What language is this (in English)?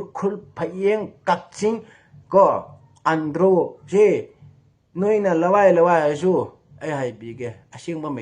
Manipuri